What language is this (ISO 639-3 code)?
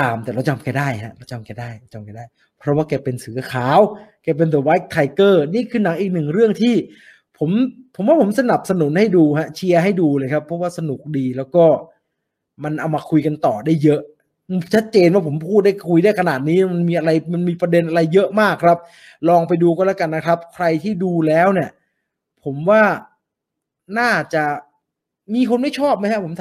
tha